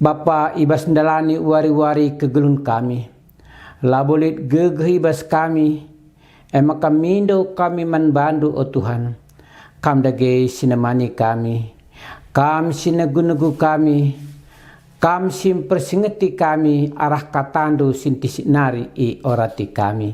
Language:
Batak Karo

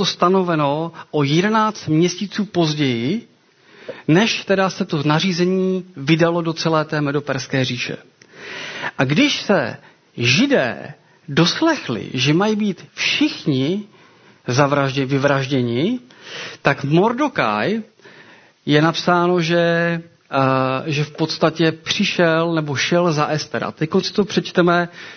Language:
Czech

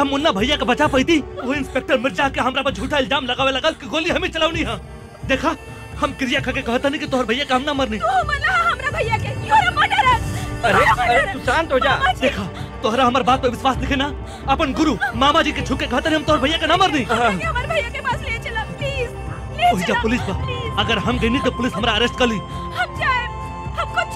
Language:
Bhojpuri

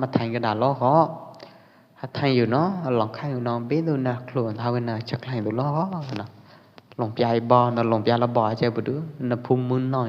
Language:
Pwo Eastern Karen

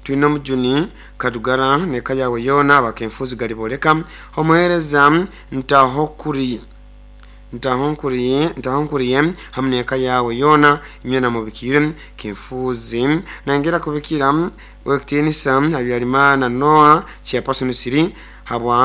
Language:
Nyoro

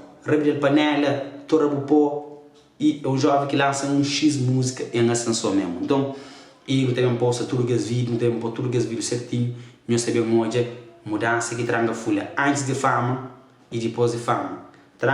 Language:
Kabuverdianu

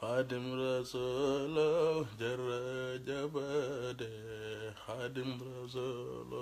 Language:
Wolof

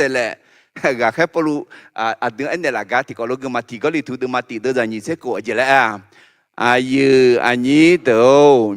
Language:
Akha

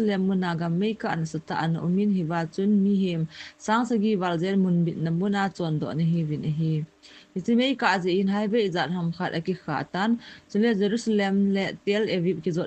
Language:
Thado Chin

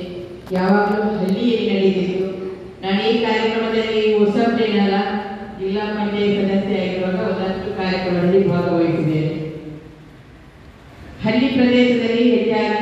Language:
Kannada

